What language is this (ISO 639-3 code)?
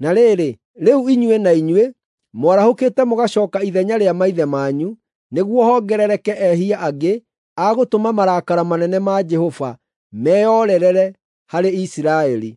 kik